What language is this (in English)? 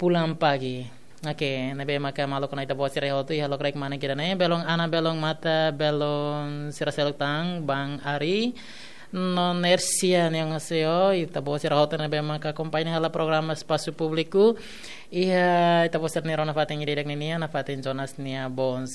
Tetum